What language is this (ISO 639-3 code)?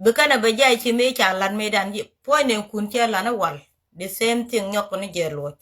nus